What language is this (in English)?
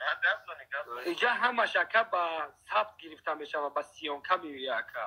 Tajik